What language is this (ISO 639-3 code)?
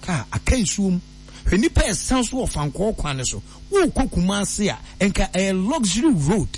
aka